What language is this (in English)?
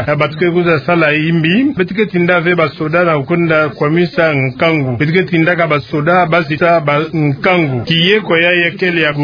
Kituba (Democratic Republic of Congo)